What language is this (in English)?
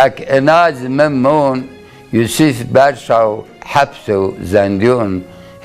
Zaza